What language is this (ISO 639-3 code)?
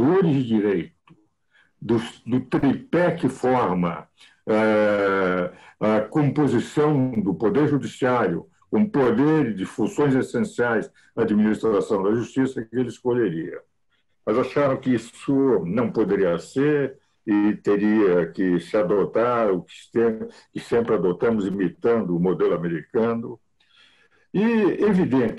por